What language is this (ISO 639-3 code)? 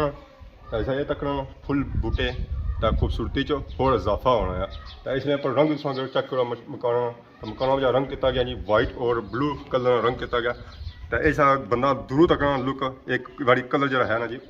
phr